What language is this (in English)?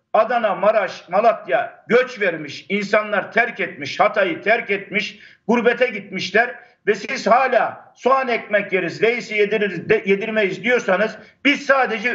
Turkish